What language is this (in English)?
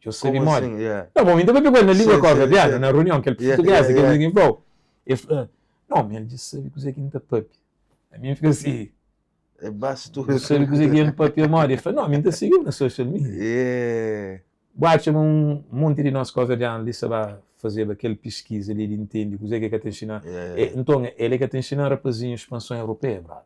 Kabuverdianu